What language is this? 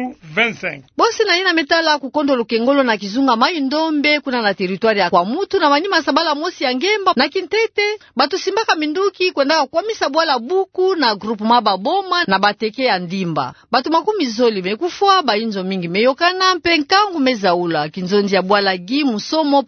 Kituba (Democratic Republic of Congo)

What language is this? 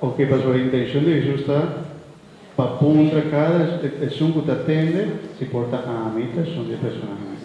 Papiamento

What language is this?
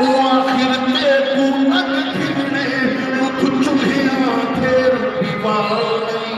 Saraiki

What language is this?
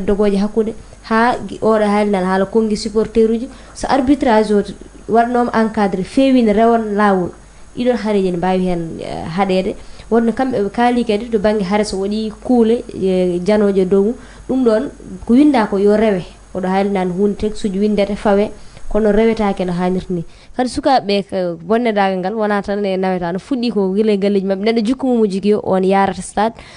Fula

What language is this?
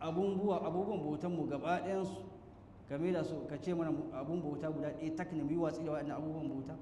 Hausa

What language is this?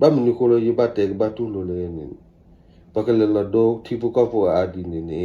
S'gaw Karen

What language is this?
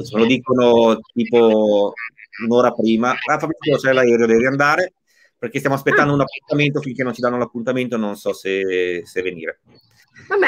Italian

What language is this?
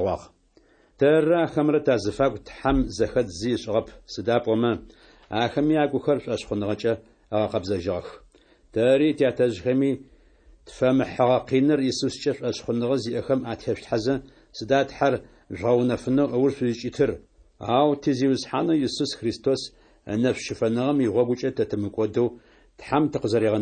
Adyghe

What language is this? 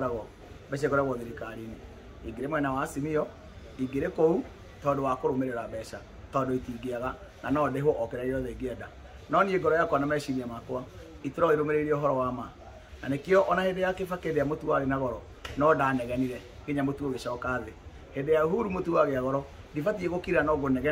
Kikuyu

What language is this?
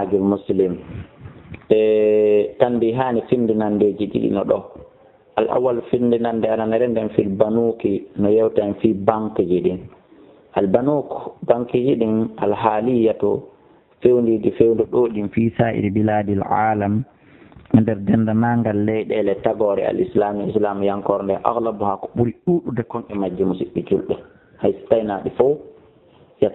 Fula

